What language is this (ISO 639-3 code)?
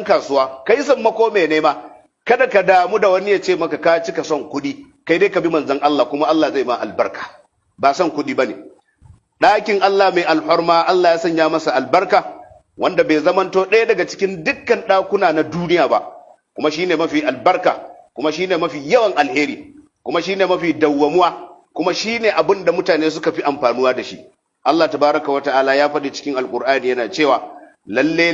hau